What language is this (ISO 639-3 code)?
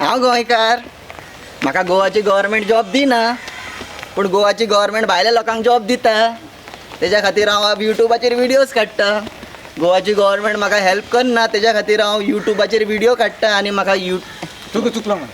kok